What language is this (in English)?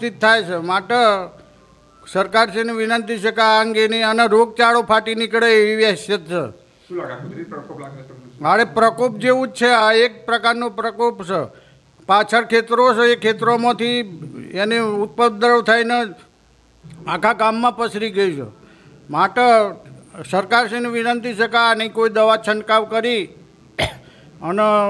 Gujarati